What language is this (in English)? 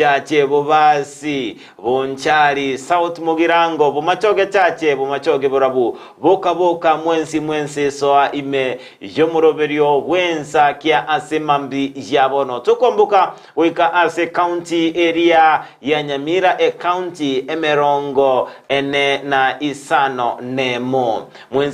Gusii